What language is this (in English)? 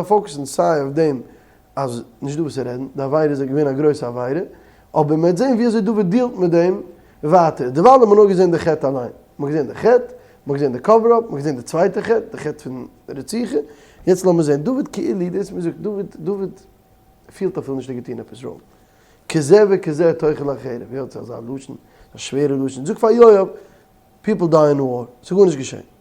Yiddish